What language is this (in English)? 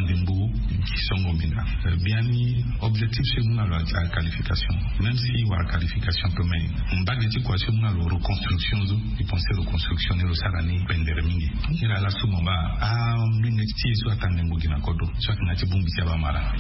Sango